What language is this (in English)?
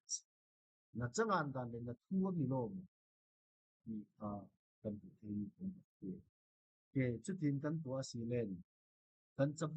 Falam Chin